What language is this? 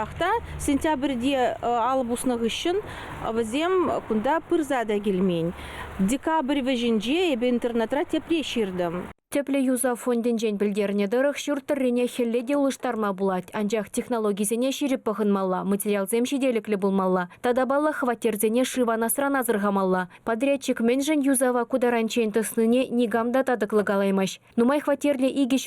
Chuvash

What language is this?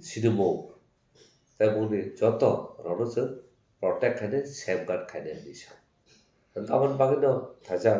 Kok Borok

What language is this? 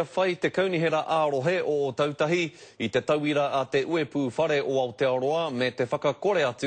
Māori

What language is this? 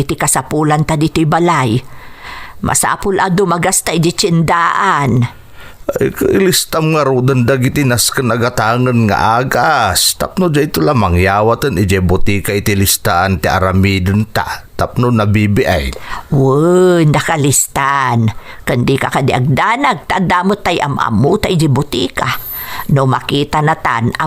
Iloko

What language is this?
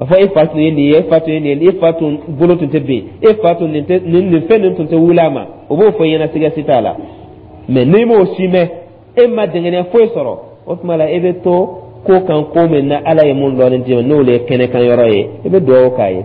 Dyula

